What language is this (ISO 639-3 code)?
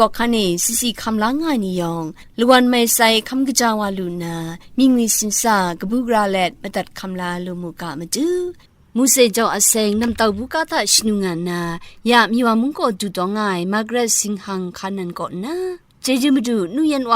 kac